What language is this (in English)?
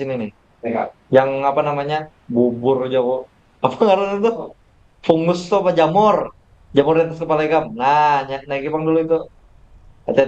Banjar